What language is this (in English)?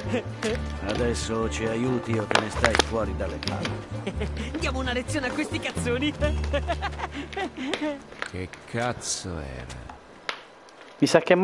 Italian